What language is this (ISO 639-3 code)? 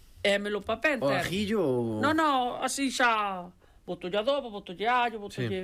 glg